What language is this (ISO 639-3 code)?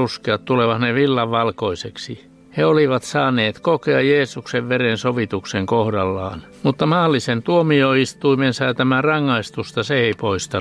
fin